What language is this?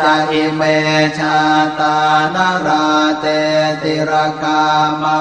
Pali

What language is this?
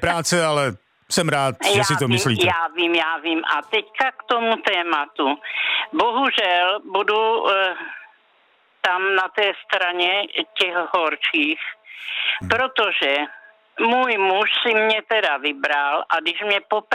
Czech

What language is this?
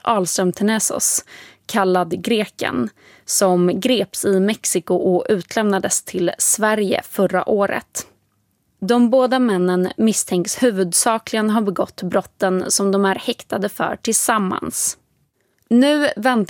Swedish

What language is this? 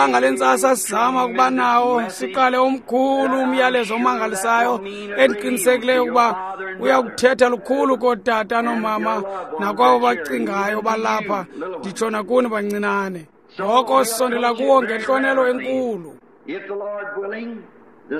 Xhosa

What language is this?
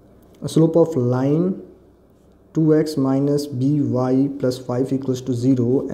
Hindi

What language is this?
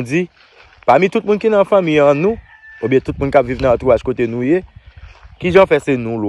Haitian Creole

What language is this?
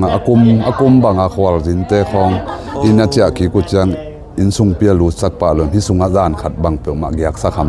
Tedim Chin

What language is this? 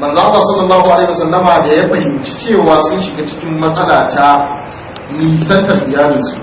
Hausa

